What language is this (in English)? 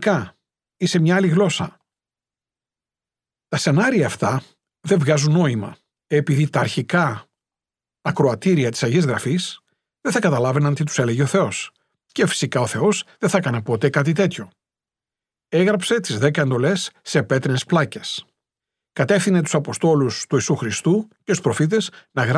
Greek